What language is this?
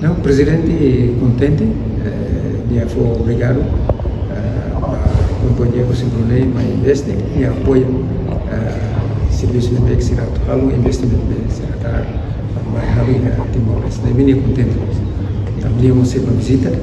Tetum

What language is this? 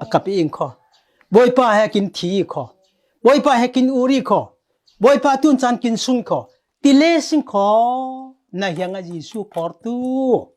Falam Chin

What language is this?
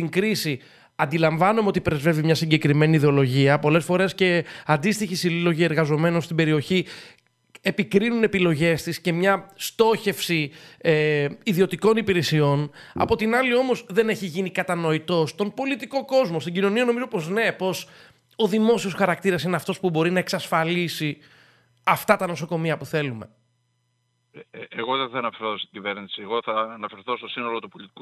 Greek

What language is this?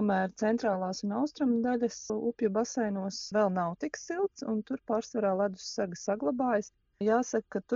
Latvian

